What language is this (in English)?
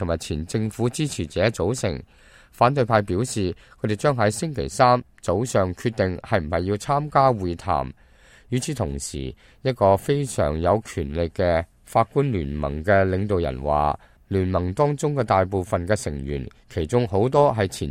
Cantonese